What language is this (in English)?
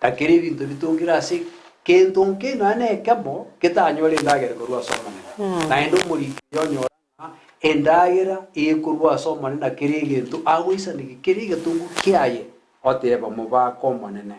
Gusii